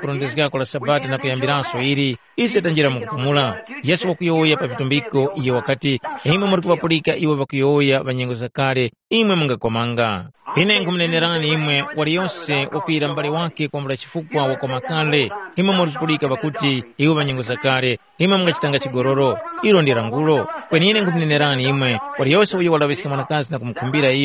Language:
Tumbuka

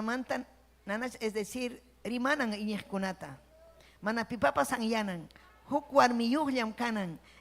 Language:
Ayacucho Quechua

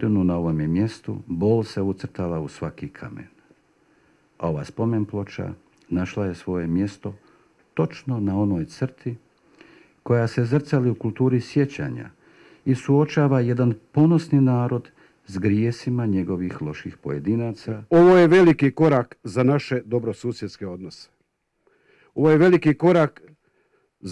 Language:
Croatian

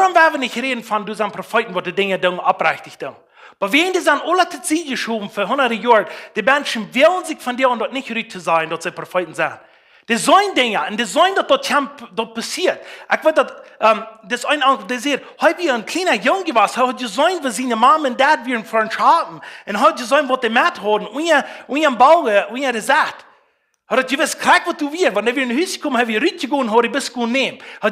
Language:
Plautdietsch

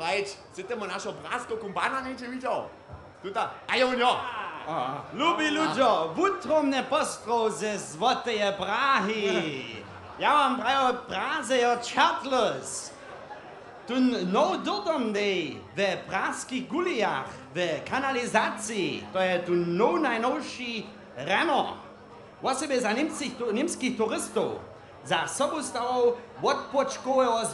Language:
Upper Sorbian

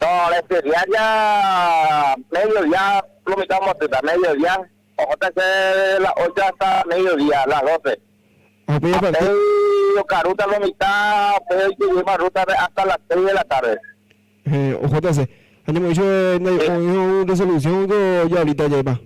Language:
Guarani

